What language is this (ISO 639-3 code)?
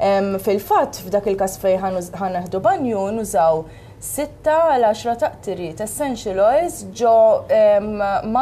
mlt